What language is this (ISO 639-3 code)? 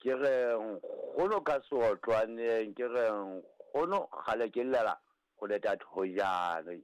sot